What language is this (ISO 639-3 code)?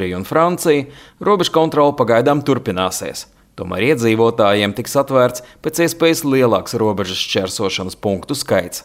lav